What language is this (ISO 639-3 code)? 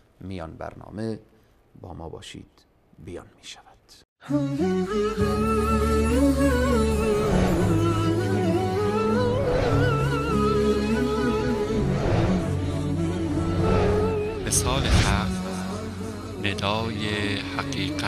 fas